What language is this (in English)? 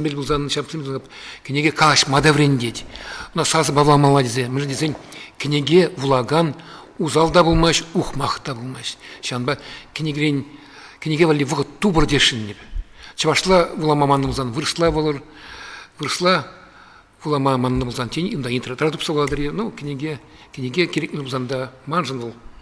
Chuvash